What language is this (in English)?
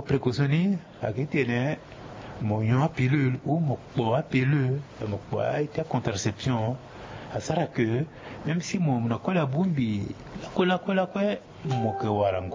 Sango